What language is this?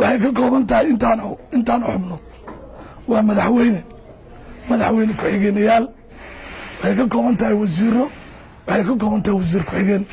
Somali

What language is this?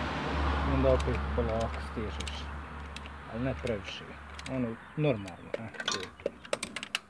Croatian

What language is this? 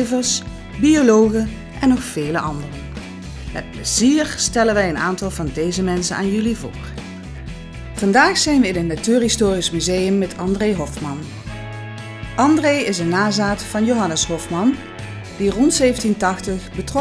Dutch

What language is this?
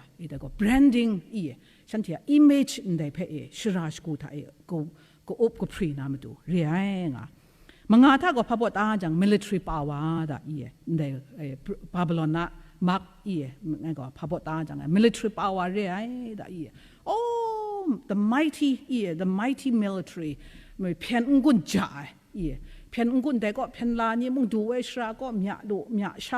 Kachin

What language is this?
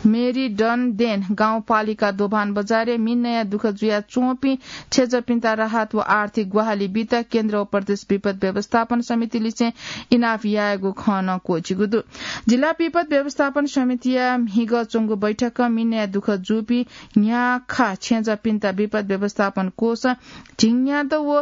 Newari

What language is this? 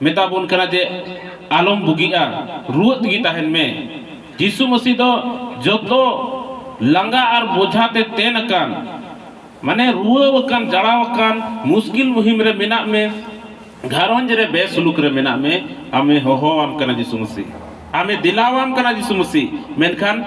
Santali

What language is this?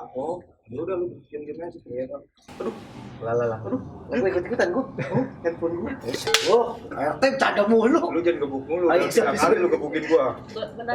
Betawi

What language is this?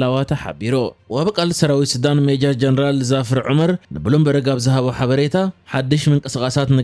Tigrinya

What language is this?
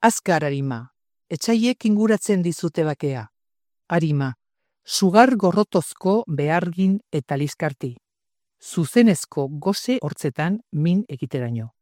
Basque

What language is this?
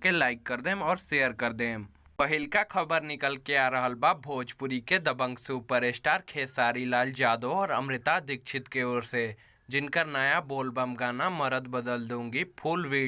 Bhojpuri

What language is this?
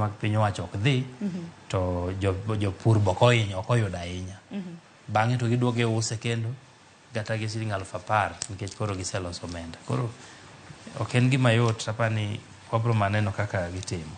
Luo (Kenya and Tanzania)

